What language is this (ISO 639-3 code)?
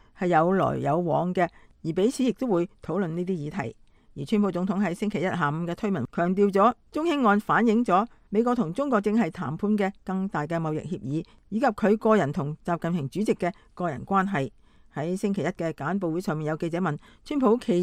yue